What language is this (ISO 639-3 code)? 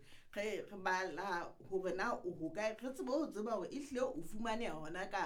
sot